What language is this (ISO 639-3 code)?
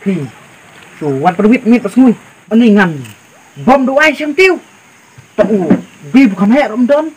kha